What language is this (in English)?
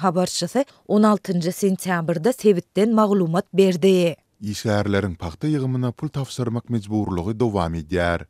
Turkmen